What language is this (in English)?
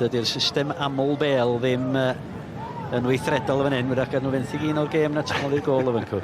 Welsh